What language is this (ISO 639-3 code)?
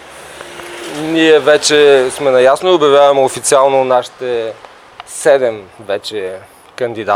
bul